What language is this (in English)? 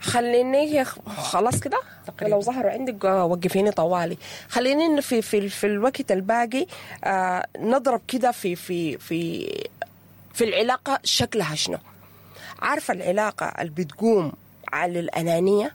Sudanese Arabic